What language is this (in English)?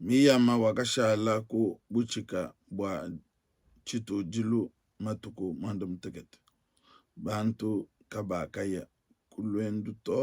Luba-Lulua